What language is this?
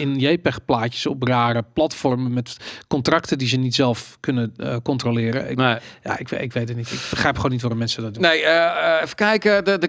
Dutch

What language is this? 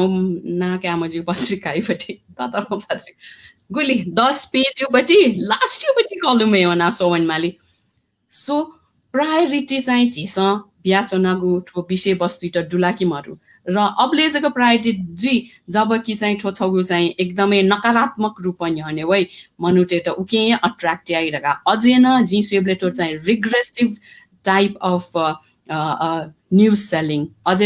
Newari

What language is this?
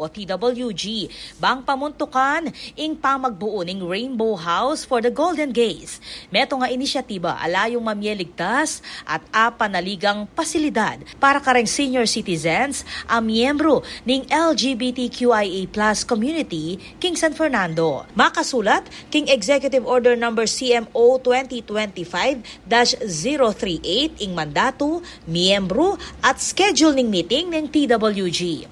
Pampanga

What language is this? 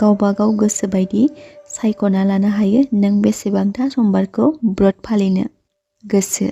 Bodo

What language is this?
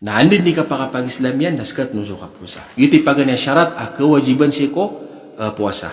Maranao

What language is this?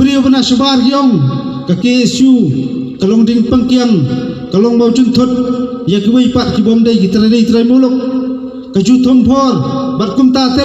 Khasi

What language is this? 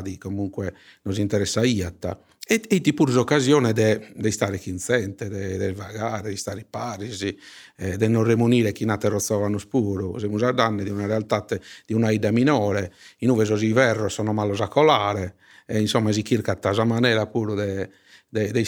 Sardinian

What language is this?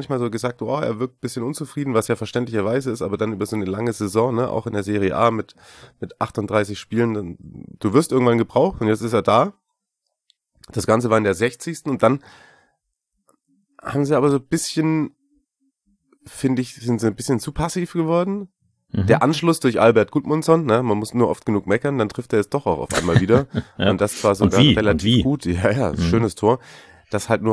German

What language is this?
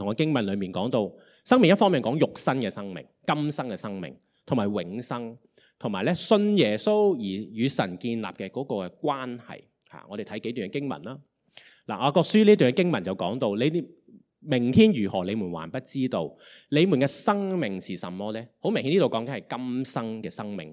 Cantonese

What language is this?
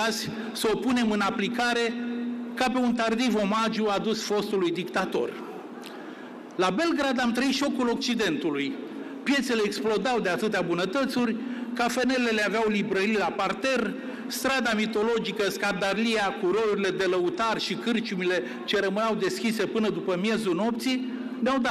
Romanian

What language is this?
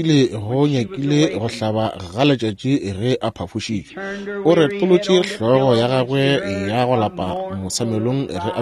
Northern Sotho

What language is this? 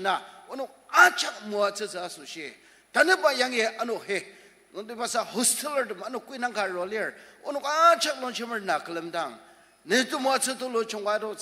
Ao Naga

